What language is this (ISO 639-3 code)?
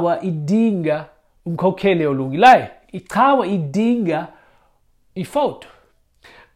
xho